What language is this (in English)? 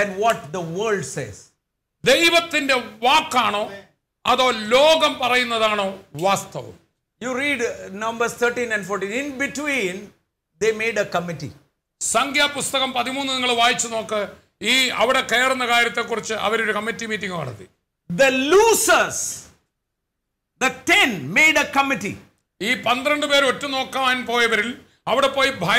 Malayalam